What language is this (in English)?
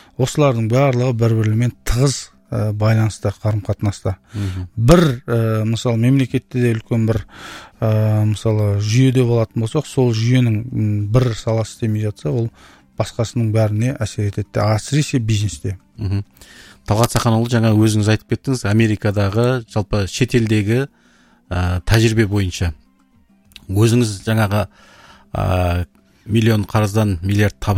Kazakh